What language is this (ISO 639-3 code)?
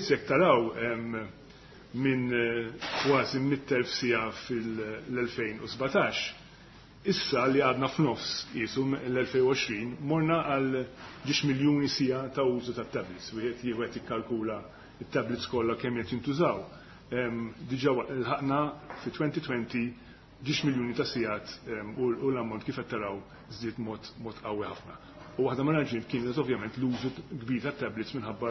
mlt